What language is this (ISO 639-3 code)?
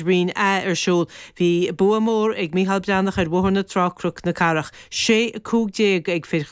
gle